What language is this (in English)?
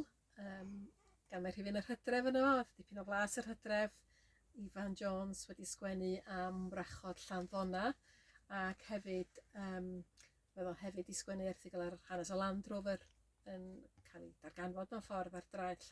Welsh